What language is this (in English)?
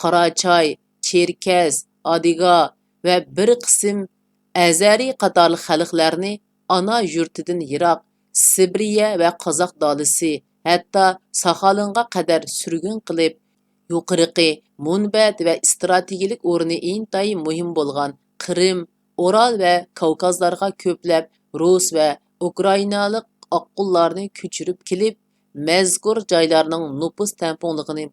Uyghur